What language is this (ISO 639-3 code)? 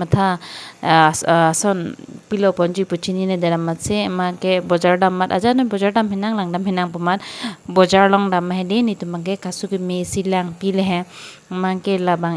mjw